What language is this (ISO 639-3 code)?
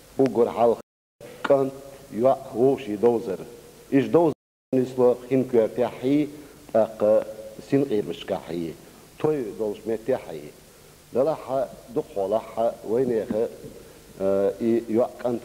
che